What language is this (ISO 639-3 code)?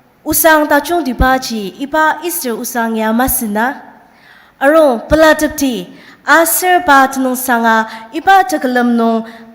njo